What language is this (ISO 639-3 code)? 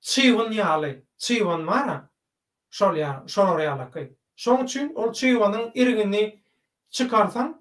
tuk